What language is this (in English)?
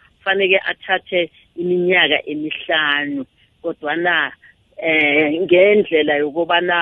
South Ndebele